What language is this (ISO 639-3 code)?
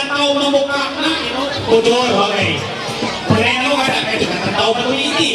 mhy